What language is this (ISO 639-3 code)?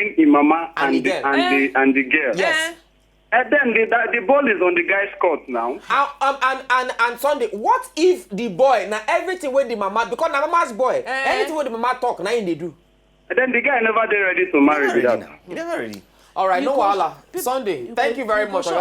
pcm